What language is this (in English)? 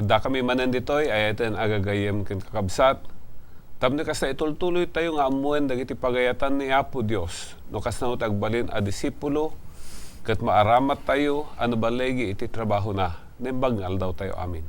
Iloko